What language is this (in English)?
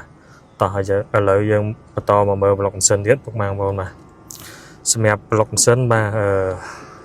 Khmer